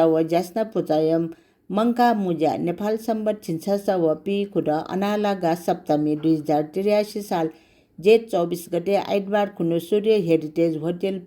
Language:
Newari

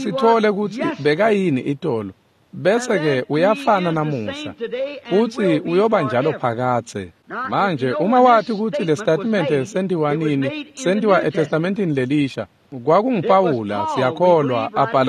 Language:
Swati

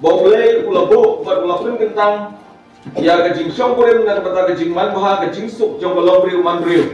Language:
Khasi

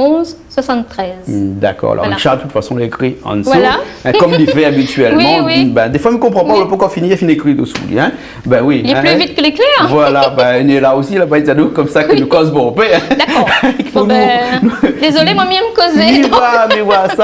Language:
Réunion Creole French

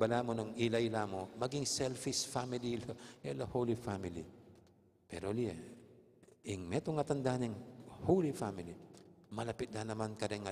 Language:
Pampanga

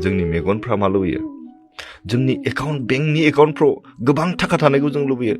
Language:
Bodo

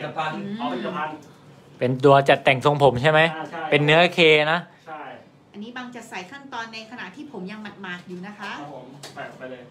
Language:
Thai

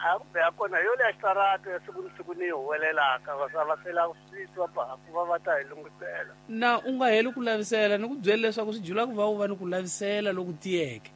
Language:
Tsonga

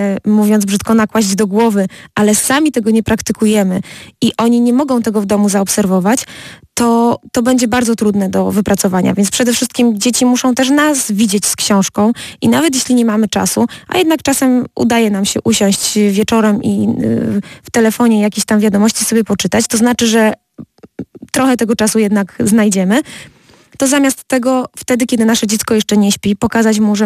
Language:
Polish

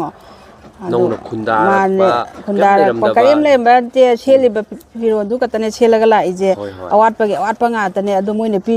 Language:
Manipuri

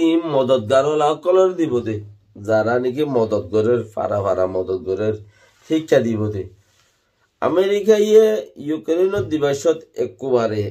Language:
Rohingya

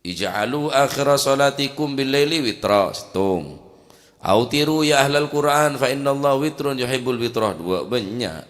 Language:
Madurese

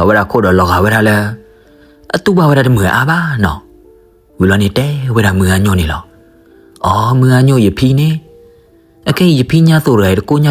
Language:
S'gaw Karen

